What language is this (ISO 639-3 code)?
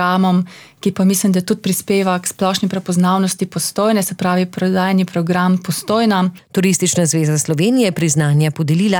slv